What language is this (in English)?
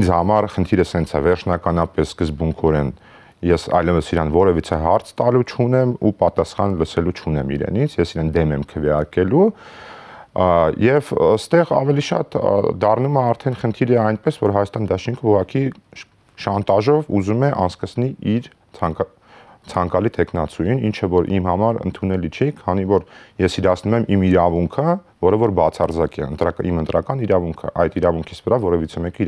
Armenian